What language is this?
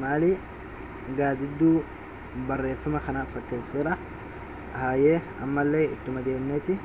Oromo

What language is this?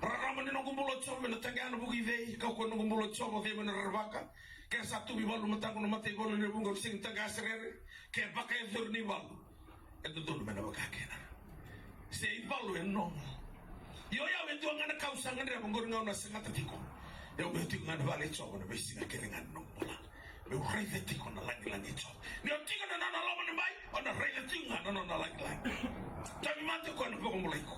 Fijian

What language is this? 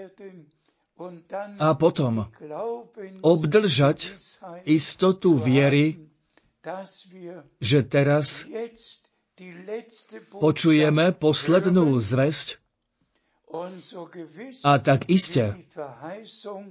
Slovak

